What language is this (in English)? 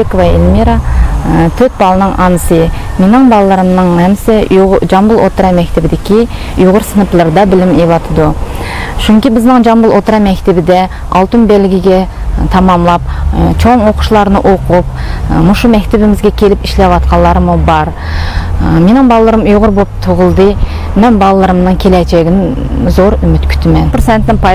Uyghur